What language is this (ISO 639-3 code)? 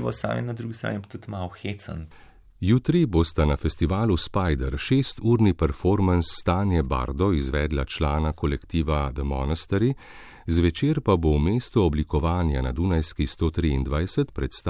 slv